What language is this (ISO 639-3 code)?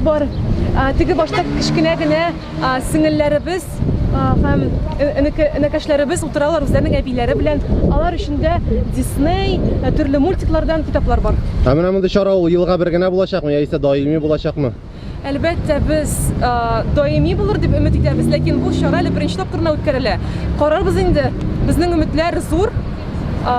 tat